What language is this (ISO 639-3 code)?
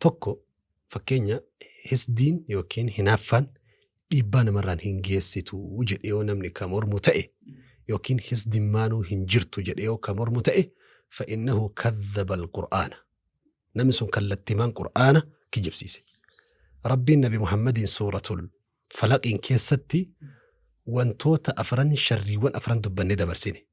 orm